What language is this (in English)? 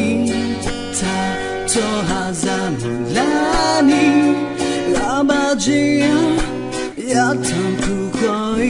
Akha